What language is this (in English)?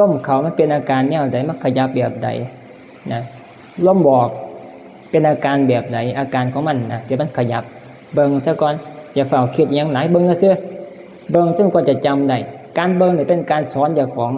Northeastern Thai